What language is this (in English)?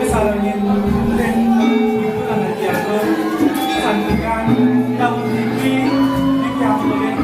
Balinese